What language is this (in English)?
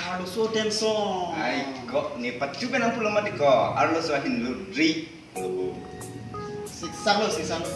Karbi